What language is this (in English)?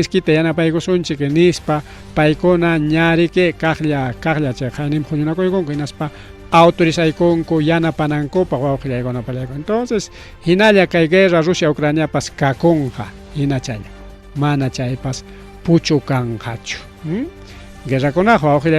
Ayacucho Quechua